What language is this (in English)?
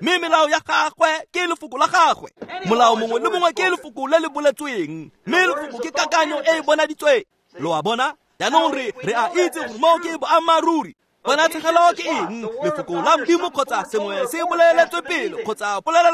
Tswana